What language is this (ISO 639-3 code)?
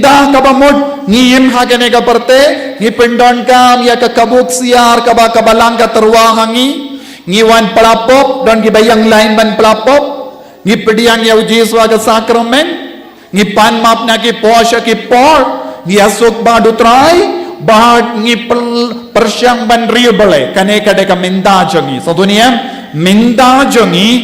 kha